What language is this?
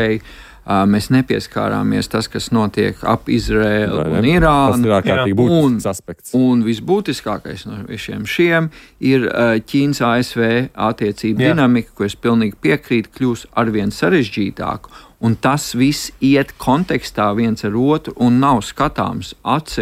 Latvian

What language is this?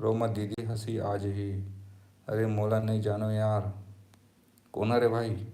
Chhattisgarhi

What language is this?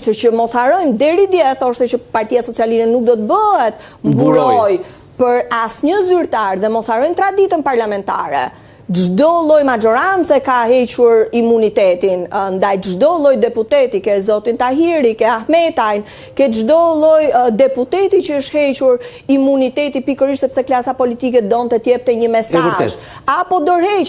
Albanian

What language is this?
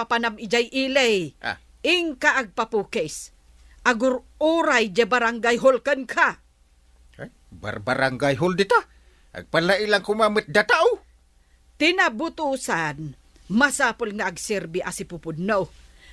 Iloko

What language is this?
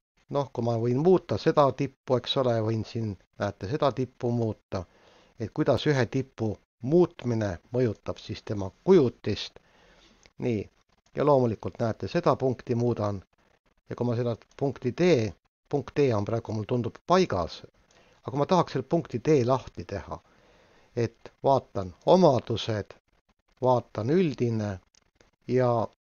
Estonian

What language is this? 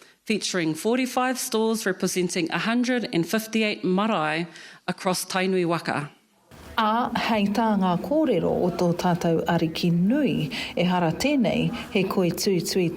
Māori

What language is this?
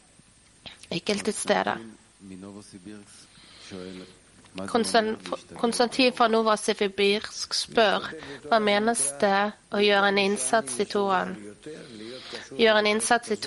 Norwegian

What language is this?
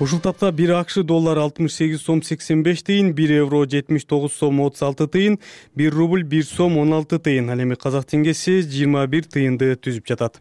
Kyrgyz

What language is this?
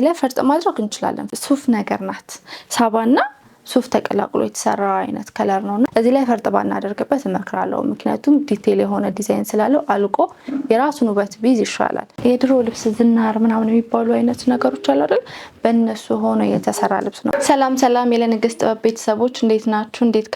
Amharic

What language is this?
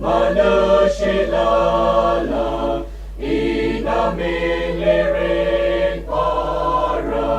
Tangkhul Naga (India)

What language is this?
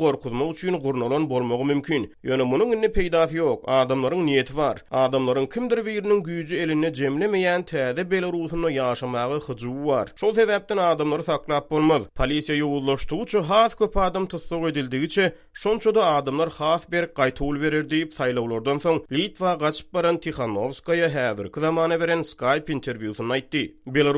Turkmen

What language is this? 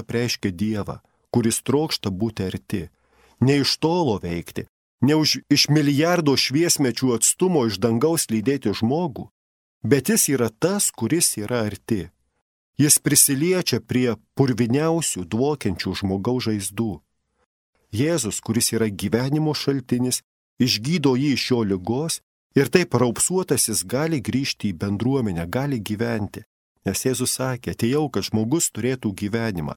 Lithuanian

